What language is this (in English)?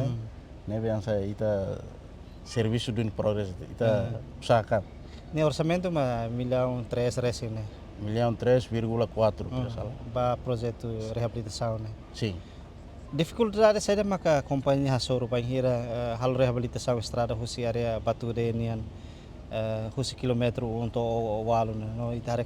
Tetum